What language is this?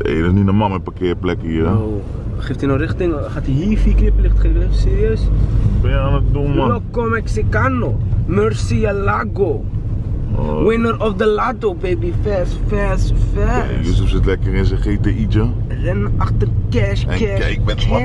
Dutch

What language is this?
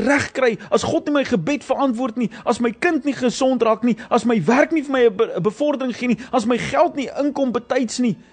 Afrikaans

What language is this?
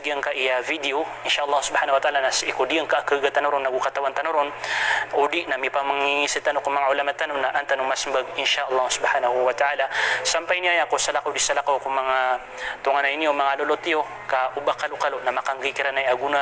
Maranao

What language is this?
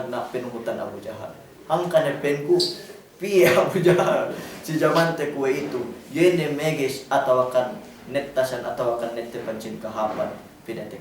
Yakan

